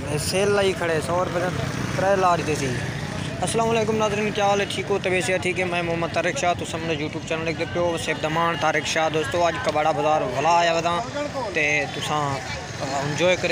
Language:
Saraiki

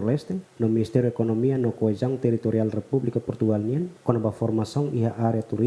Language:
Tetum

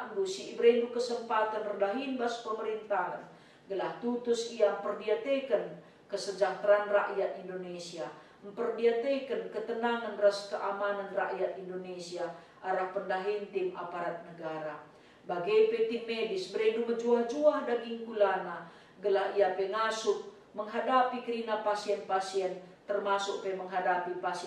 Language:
Batak Karo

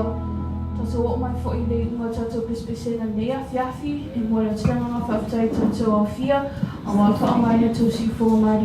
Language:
Samoan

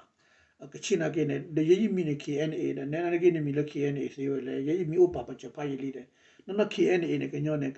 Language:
S'gaw Karen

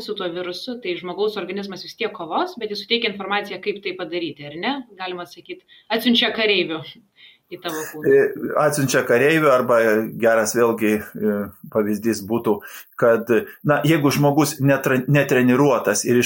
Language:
Lithuanian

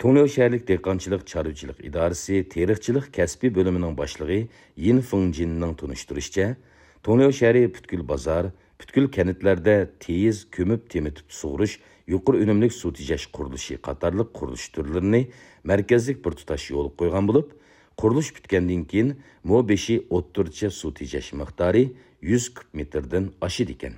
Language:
Uyghur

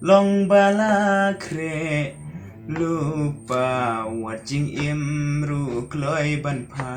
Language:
Khasi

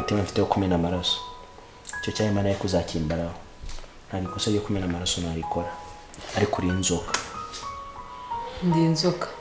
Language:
Kinyarwanda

